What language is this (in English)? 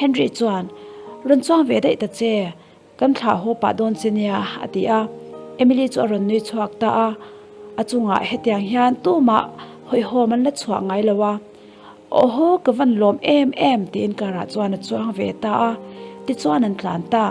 Mizo